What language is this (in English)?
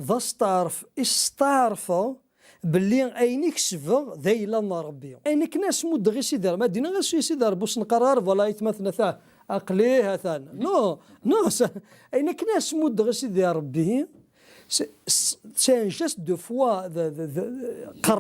Kabyle